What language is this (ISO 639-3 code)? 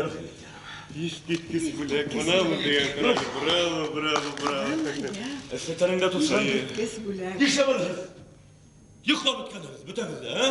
bak